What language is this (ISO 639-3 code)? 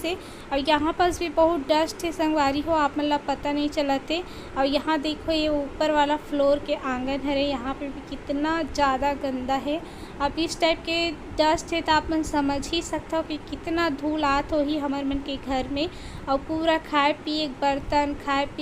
hne